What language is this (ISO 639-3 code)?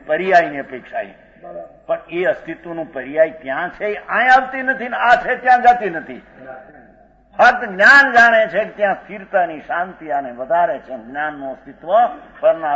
guj